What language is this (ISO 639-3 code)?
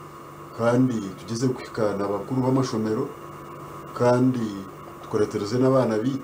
nyn